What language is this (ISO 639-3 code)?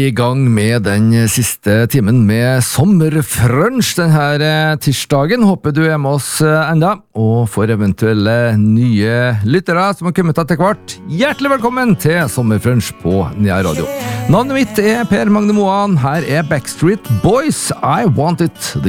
nor